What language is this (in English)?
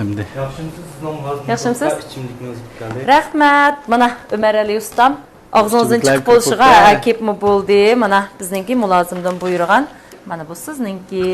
Uyghur